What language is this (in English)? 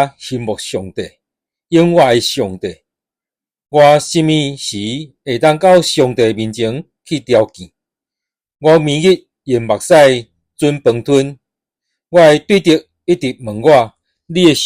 Min Nan Chinese